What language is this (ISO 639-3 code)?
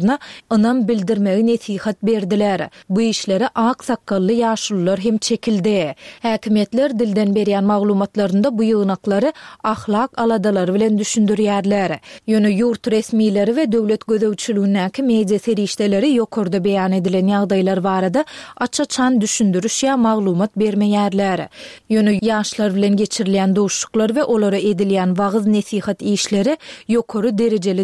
tuk